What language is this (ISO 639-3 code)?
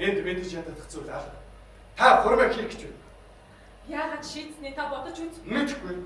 mon